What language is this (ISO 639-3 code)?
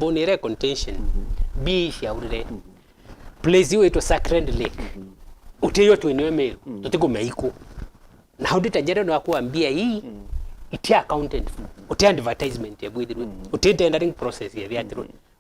mer